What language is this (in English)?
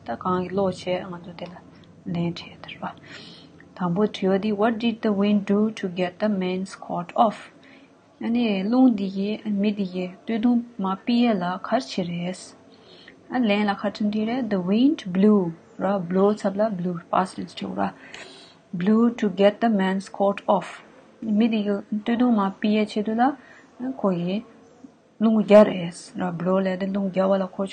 Tibetan